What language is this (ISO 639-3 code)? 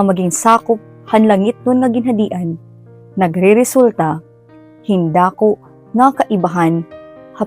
war